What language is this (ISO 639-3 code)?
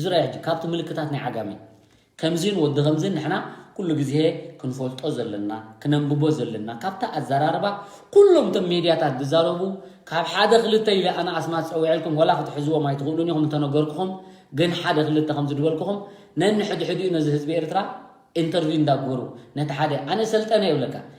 tir